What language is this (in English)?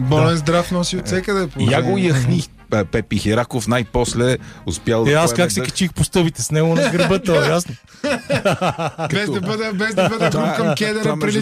Bulgarian